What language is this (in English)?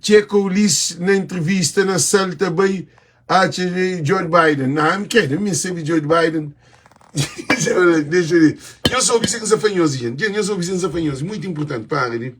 Kabuverdianu